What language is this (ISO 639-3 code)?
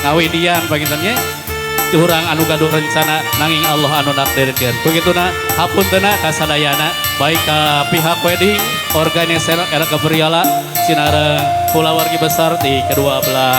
sun